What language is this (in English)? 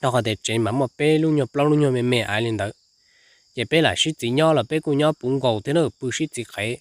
Hmong